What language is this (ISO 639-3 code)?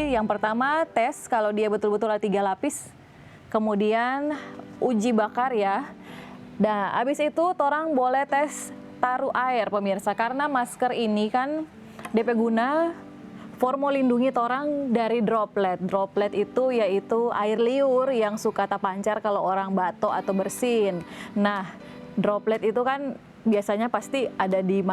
xmm